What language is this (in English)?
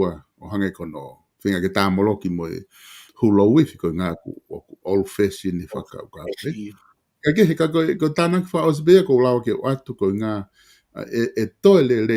Tongan